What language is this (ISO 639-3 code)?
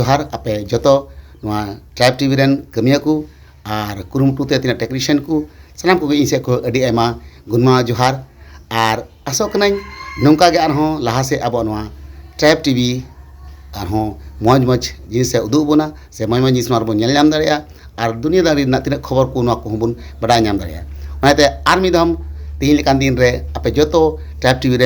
sat